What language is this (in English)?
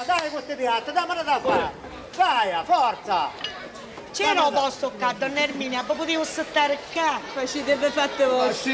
Sicilian